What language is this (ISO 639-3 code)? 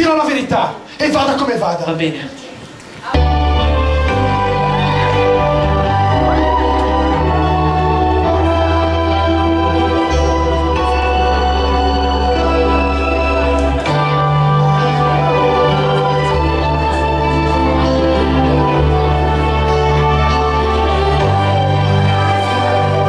ita